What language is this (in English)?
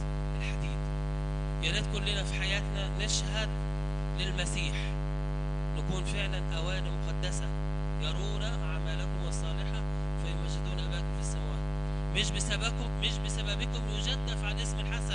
Egyptian Arabic